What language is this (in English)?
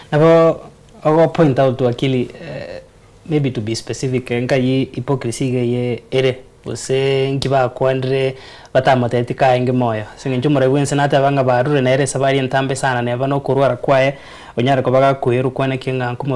Gusii